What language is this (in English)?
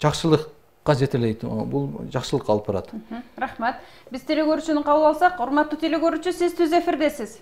Kyrgyz